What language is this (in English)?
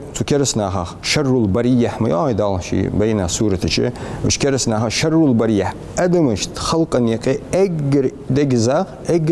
Ingush